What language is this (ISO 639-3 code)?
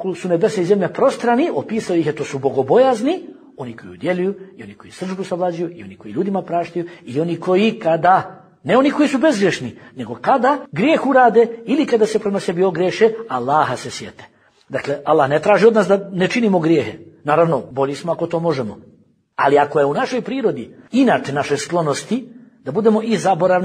bos